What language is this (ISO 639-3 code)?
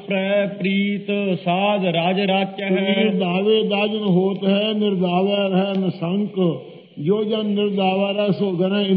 pan